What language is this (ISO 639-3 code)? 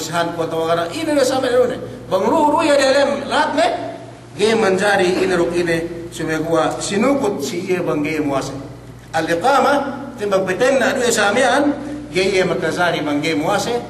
yka